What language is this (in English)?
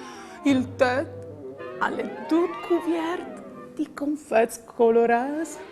Friulian